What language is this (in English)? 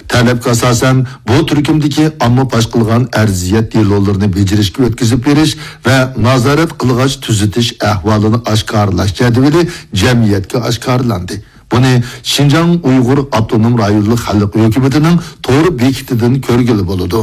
Uyghur